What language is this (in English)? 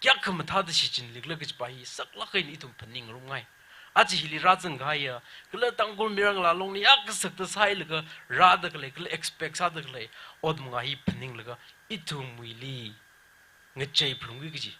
Tangkhul Naga (India)